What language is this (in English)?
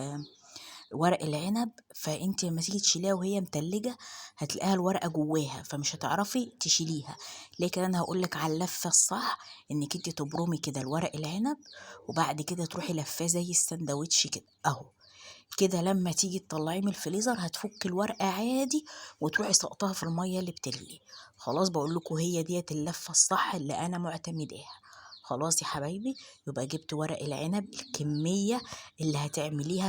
Egyptian Arabic